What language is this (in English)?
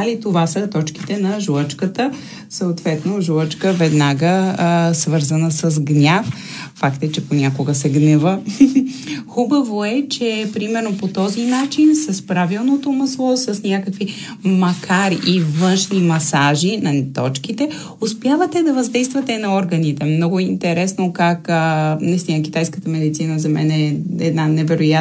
Bulgarian